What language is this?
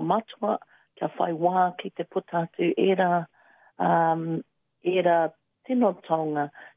Māori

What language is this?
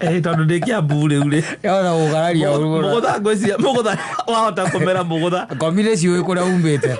Kikuyu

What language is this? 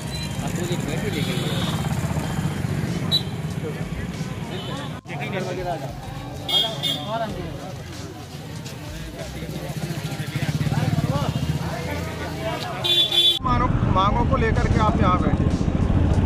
Hindi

